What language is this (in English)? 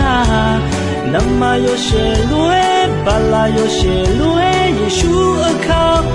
Akha